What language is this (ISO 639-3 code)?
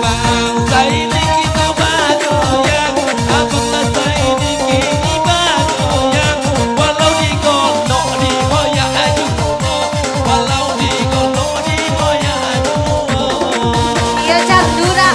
min